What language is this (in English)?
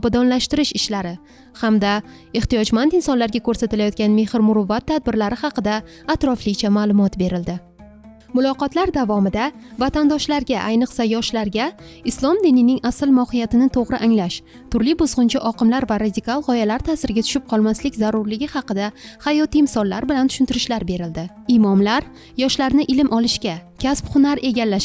Uzbek